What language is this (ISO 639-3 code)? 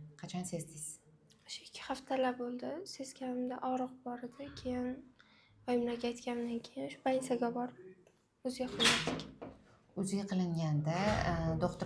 uzb